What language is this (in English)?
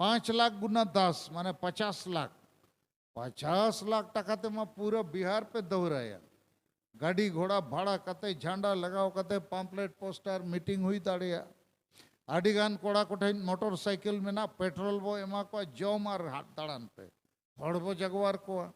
Santali